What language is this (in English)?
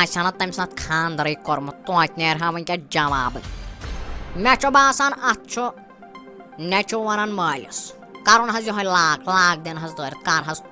Kashmiri